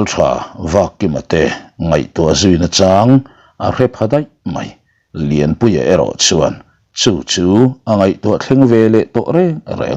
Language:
Mizo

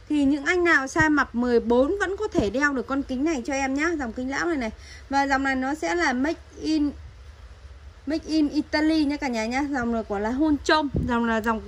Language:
Vietnamese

